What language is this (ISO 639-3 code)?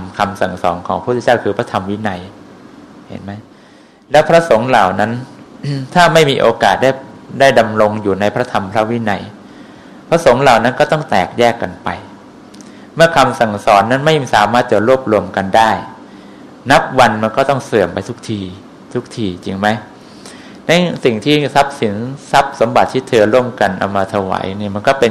tha